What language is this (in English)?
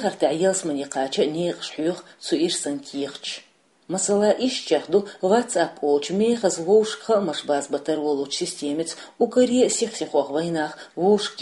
Chechen